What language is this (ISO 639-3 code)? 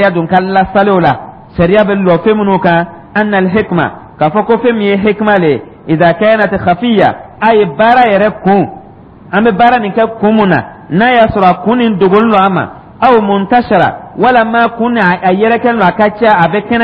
dyu